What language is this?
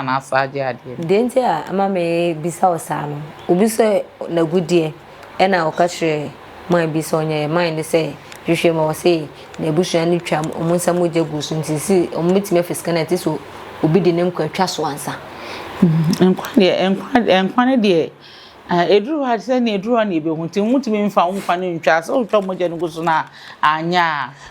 Akan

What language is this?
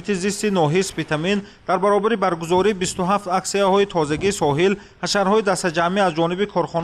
Tajik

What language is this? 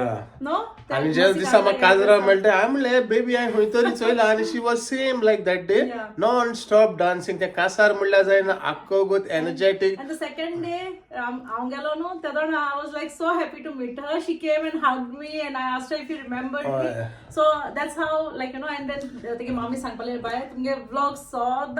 Konkani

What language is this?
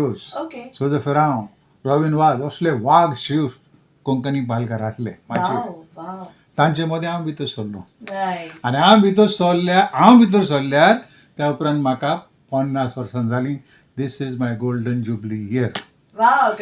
Konkani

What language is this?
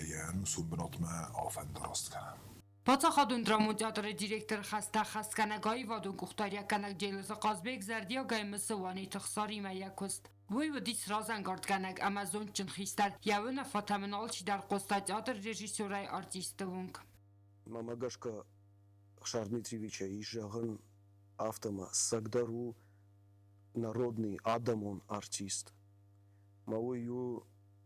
Ossetic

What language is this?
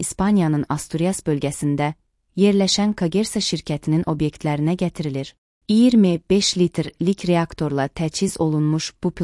Azerbaijani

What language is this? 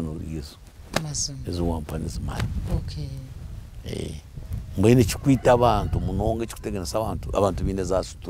Nyankole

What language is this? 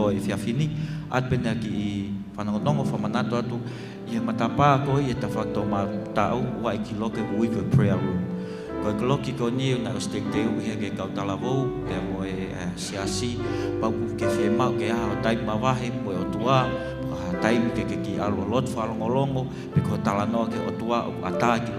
Tongan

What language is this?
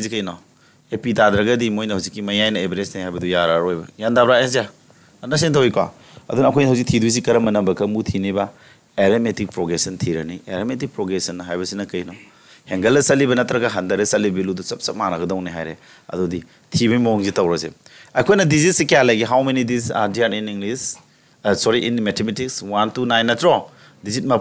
Manipuri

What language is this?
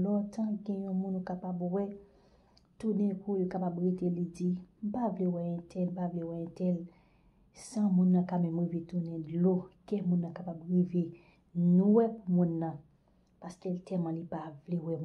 Haitian Creole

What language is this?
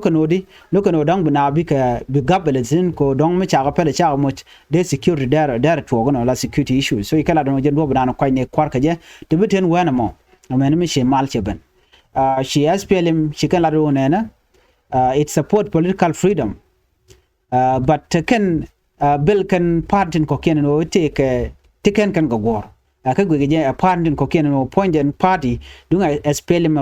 Nuer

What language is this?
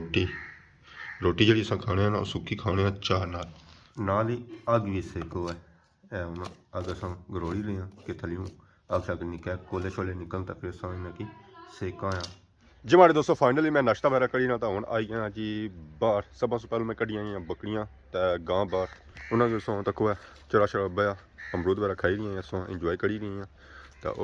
Pahari-Potwari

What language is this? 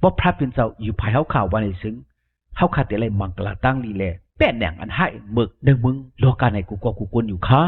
Shan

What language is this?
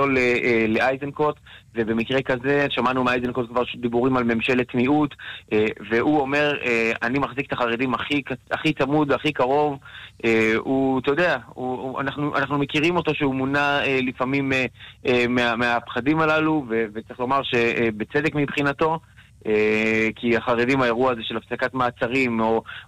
Hebrew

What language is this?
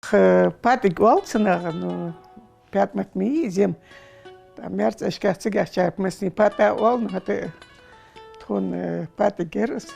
Ingush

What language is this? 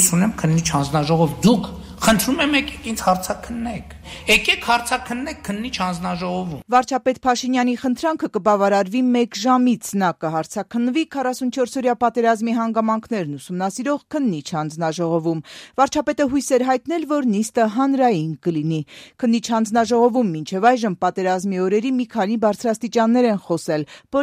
Armenian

